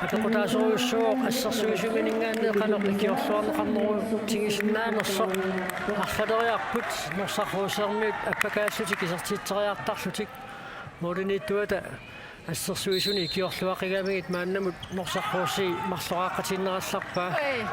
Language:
Kalaallisut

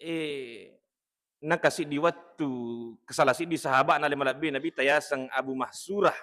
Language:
Buginese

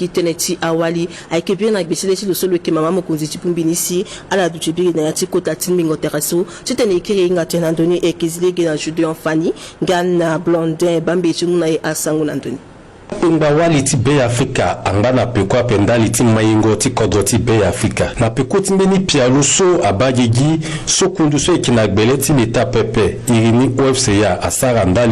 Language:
Sango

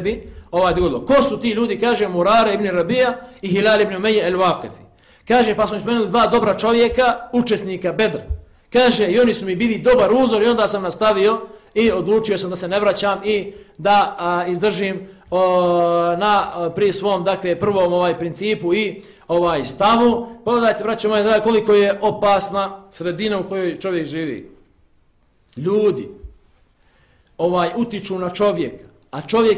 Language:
Bosnian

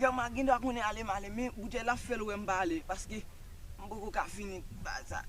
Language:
Haitian Creole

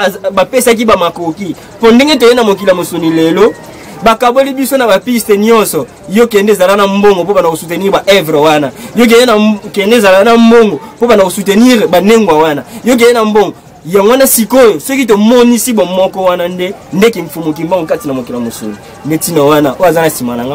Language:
Lingala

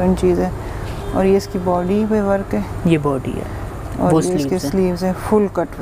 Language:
Hindi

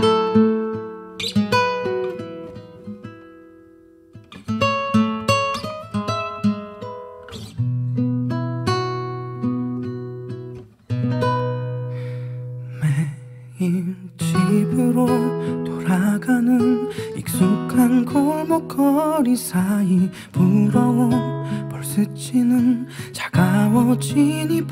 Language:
Korean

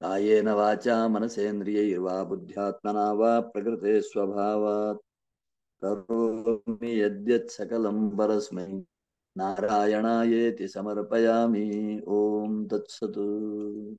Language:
Sanskrit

